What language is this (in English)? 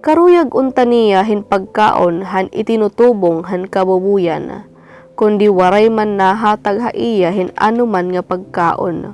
Waray